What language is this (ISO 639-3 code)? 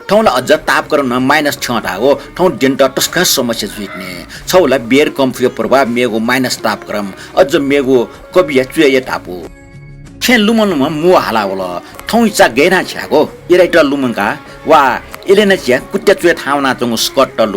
new